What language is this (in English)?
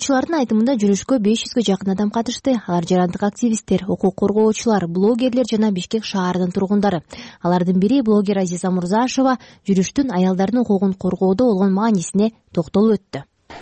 Kyrgyz